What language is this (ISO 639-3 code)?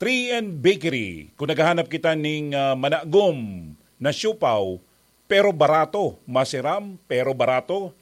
bik